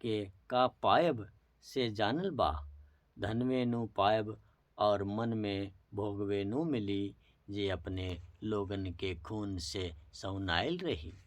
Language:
Bhojpuri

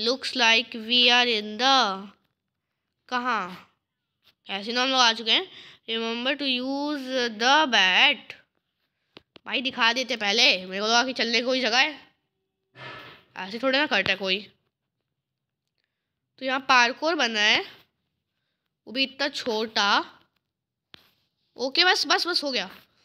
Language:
Hindi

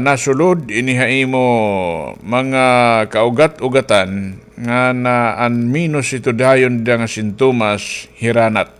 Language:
Waray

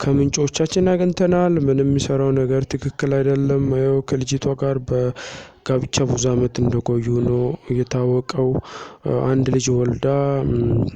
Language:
Amharic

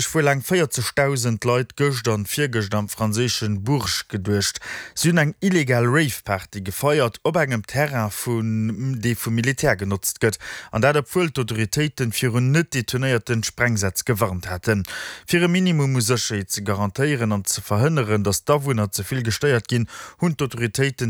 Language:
Luxembourgish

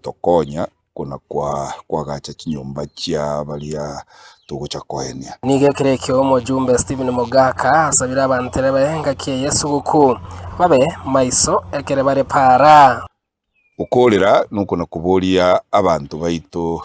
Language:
Gusii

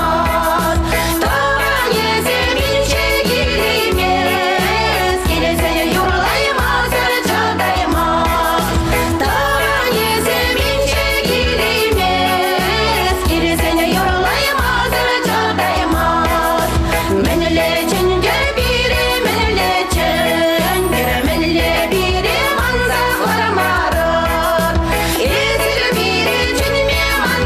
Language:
Chuvash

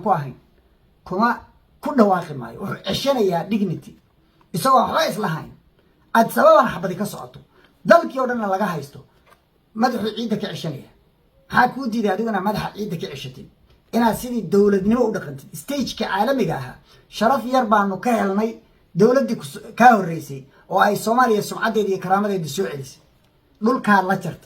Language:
Somali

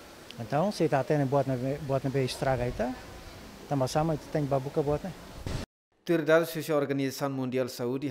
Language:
Tetum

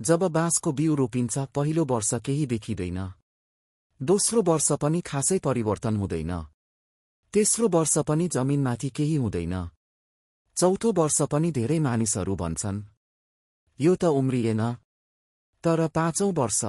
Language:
Nepali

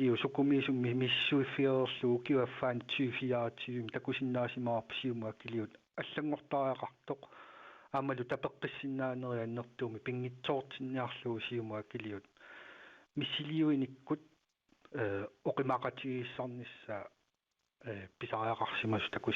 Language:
Kalaallisut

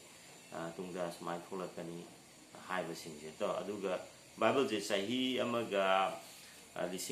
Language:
Manipuri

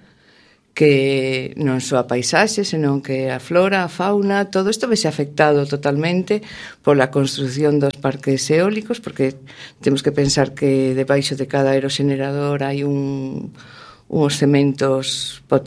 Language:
Galician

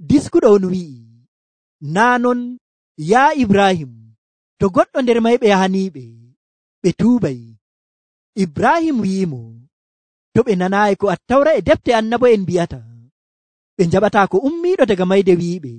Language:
Nigerian Fulfulde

